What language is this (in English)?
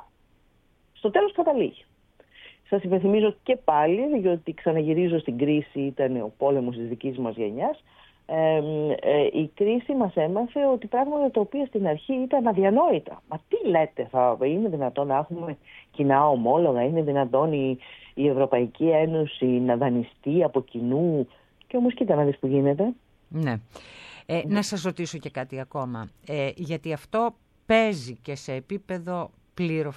Greek